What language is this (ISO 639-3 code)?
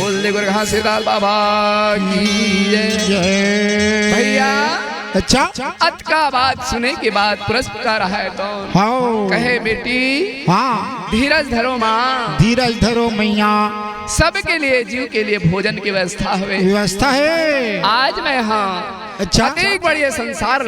hne